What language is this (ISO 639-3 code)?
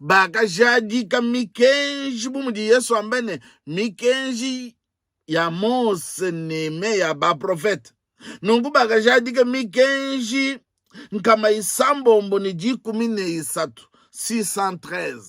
lua